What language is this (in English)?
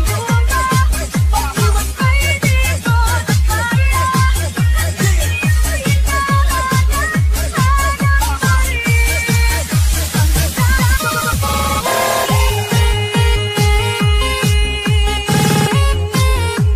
Filipino